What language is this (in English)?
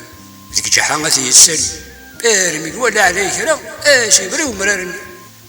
Kabyle